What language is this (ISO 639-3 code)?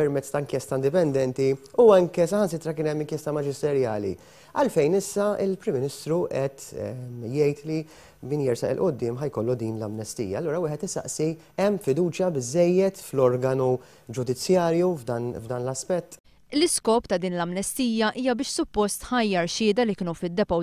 mlt